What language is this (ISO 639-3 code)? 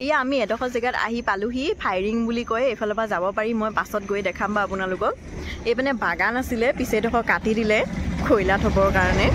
asm